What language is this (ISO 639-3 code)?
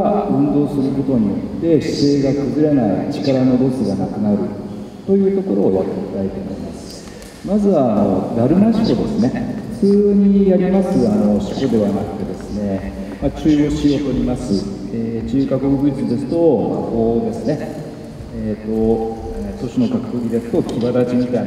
jpn